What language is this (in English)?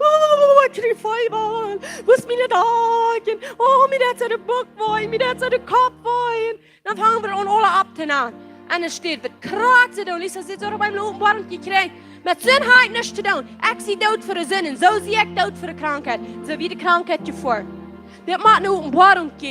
Plautdietsch